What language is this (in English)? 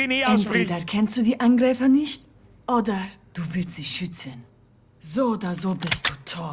Bavarian